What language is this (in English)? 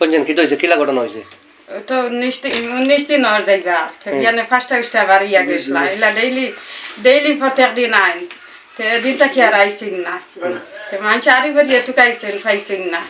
Sylheti